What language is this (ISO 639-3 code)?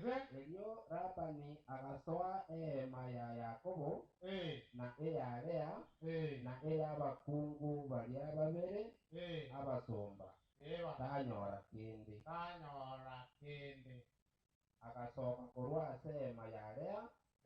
guz